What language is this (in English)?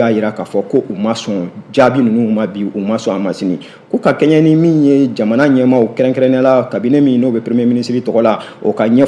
Bambara